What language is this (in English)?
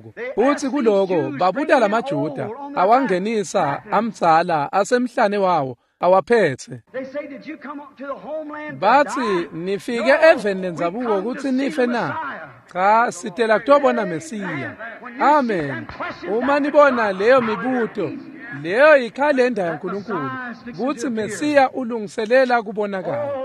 Swati